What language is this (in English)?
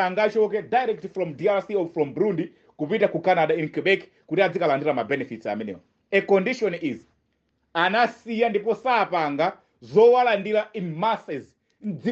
Nyanja